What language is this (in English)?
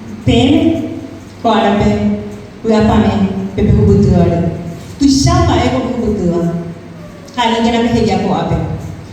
Guarani